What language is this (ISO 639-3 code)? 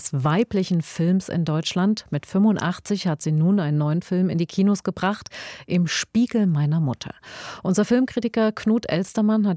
deu